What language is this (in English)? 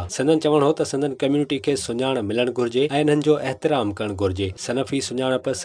Sindhi